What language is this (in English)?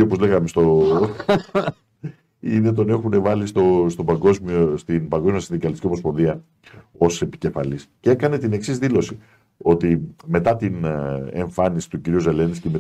Greek